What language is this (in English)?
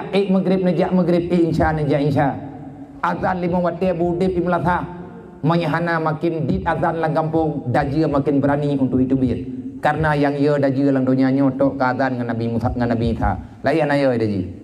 Achinese